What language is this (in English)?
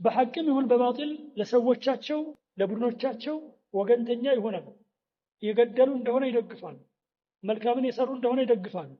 Amharic